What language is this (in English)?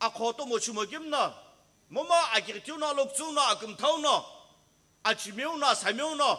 Sumi Naga